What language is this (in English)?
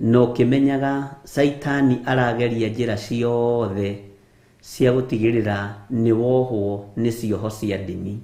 Kikuyu